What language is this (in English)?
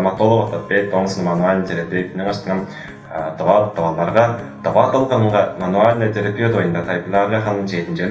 Tuvinian